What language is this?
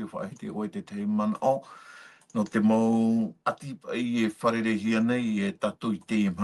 Tahitian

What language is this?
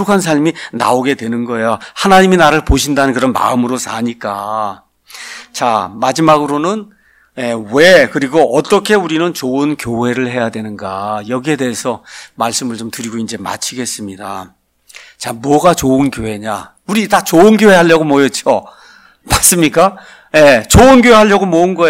Korean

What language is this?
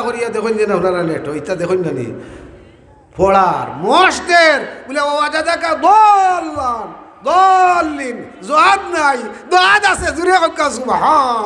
Sylheti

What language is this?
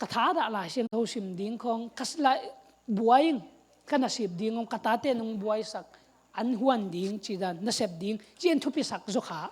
Tedim Chin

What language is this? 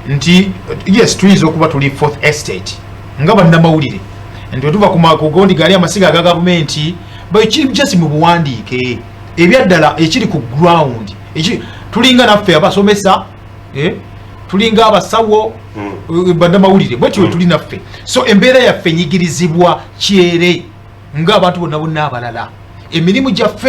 Ganda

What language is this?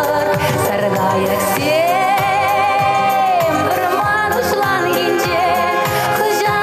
Chuvash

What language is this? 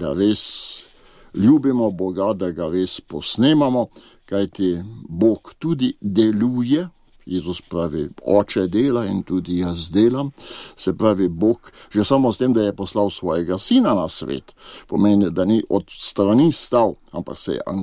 Slovenian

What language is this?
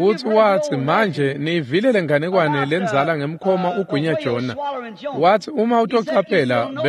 Swati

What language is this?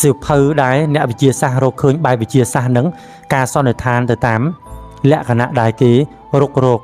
Khmer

